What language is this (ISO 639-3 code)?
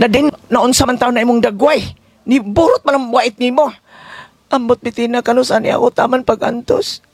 ceb